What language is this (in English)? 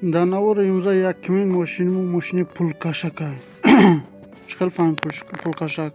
Tajik